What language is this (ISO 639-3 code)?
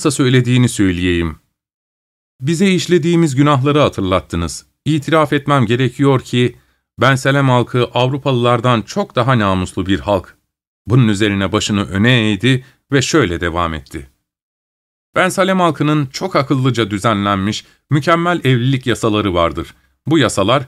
tur